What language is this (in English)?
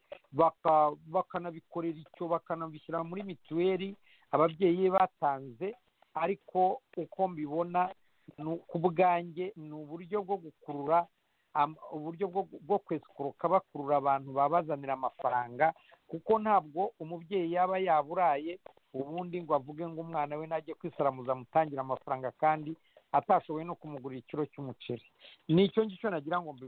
Kinyarwanda